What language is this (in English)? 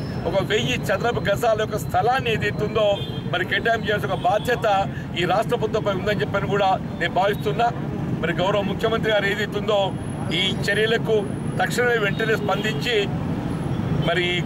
Telugu